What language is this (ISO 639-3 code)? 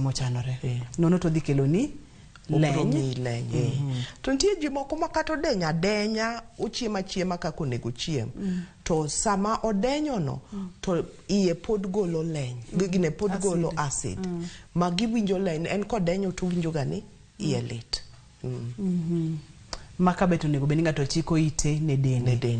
luo